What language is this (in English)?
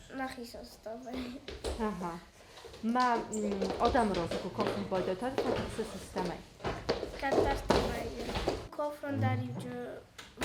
Ossetic